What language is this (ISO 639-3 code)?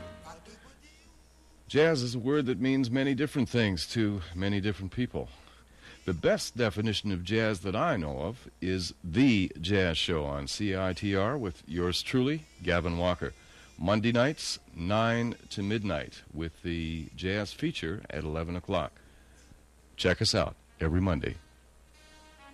eng